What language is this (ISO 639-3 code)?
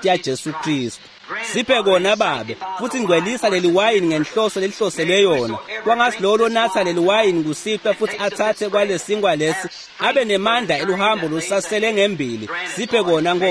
ssw